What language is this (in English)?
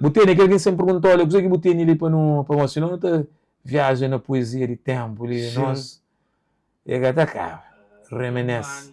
Kabuverdianu